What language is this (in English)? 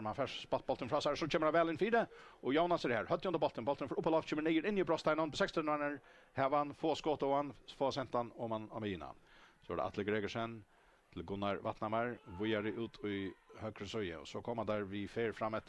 Faroese